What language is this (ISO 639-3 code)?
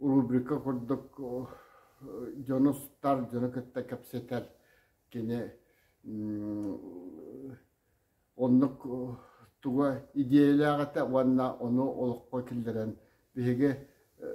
sah